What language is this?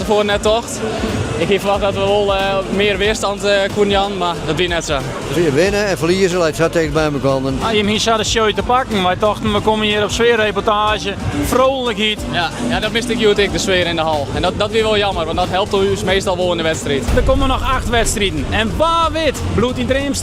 Western Frisian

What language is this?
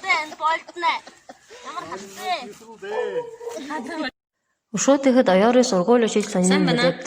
Buriat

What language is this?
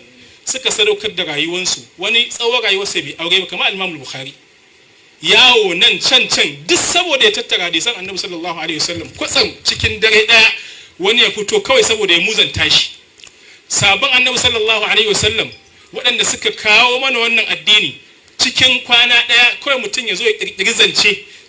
Hausa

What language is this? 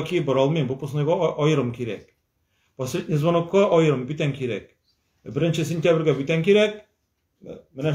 Tatar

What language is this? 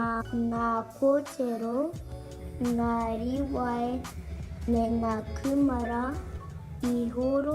Māori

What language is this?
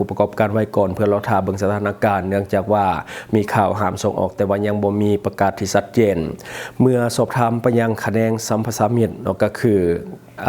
Lao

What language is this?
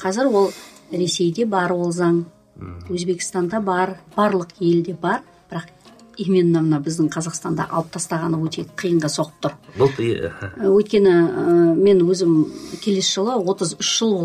Kazakh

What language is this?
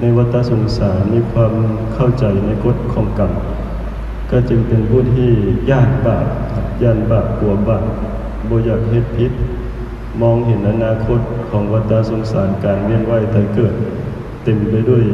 Northeastern Thai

